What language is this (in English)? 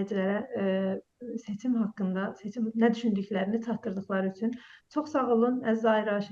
South Azerbaijani